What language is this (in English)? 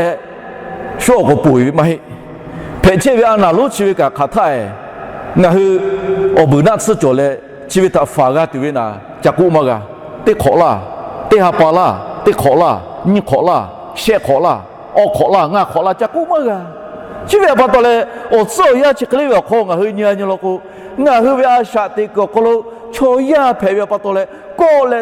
Lahu